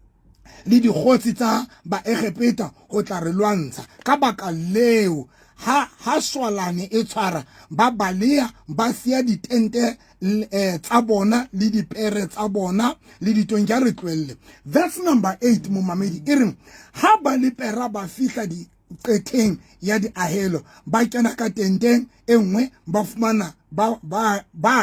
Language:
Southern Sotho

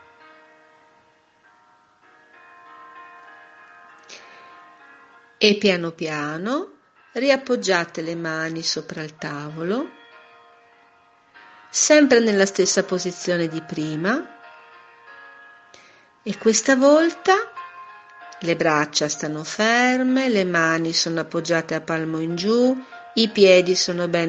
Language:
Italian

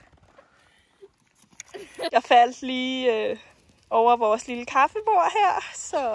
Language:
Danish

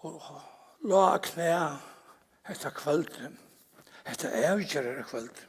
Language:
Faroese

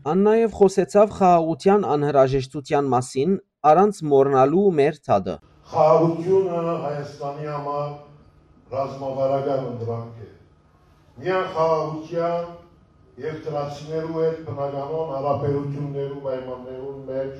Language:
Western Armenian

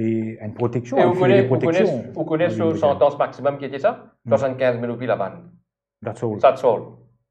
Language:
Morisyen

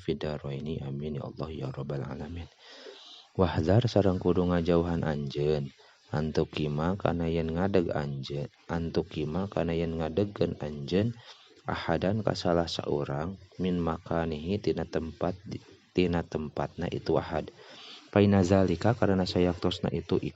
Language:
Sundanese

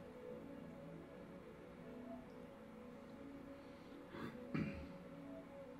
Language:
Persian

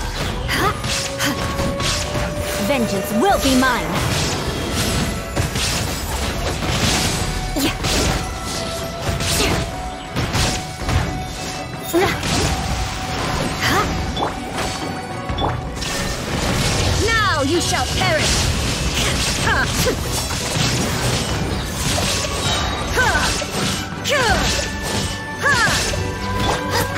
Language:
English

